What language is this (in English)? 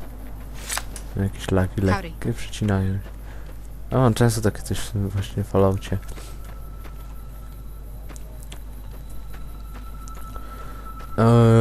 Polish